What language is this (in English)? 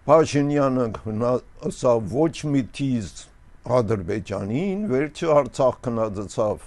Armenian